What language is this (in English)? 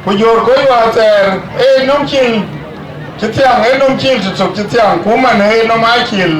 Dinka